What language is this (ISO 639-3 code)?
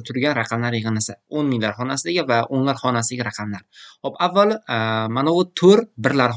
uzb